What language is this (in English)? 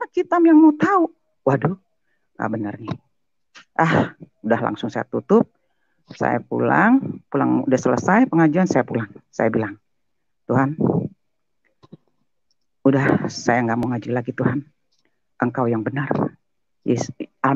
Indonesian